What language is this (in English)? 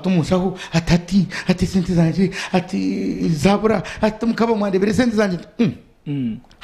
Nyankole